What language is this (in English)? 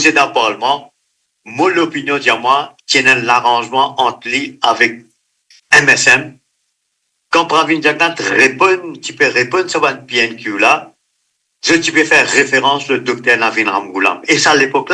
Morisyen